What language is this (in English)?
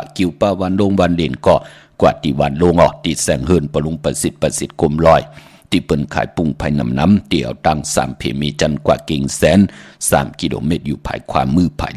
Shan